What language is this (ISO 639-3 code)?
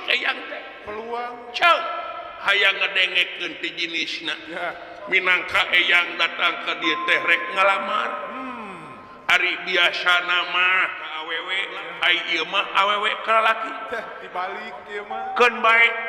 sun